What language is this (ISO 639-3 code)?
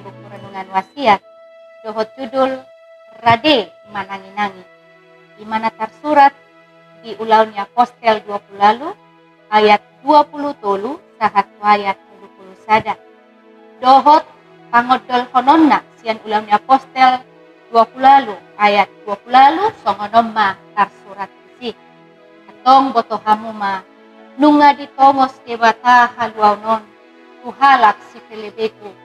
bbc